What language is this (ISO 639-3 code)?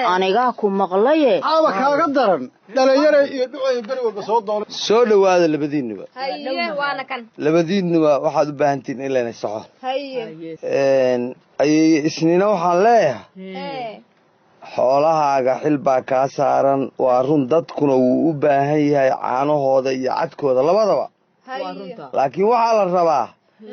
som